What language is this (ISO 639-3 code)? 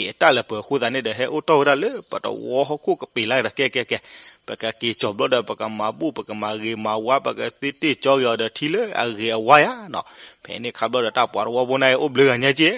ksw